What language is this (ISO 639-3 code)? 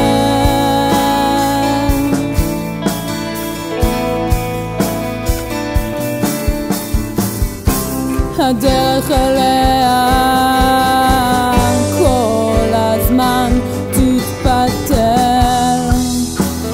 heb